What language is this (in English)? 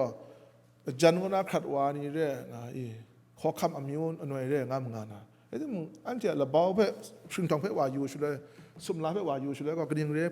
Kachin